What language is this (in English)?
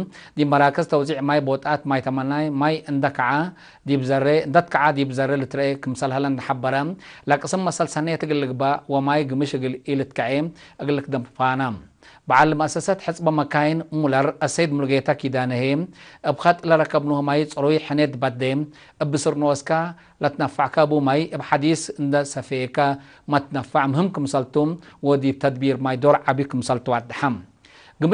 Tigre